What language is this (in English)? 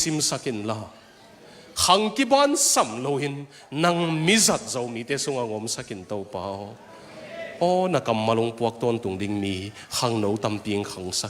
Tedim Chin